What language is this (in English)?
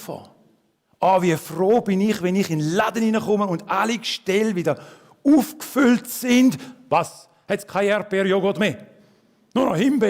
Swiss German